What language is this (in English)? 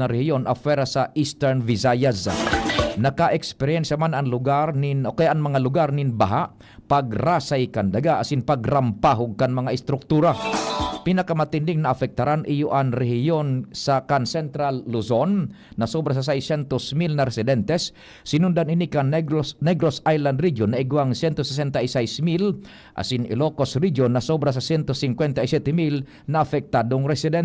Bikol